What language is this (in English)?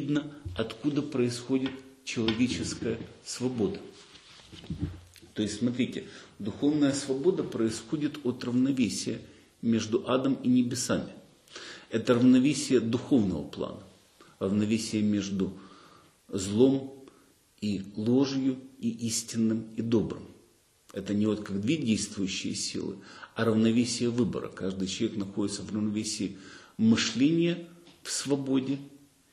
Russian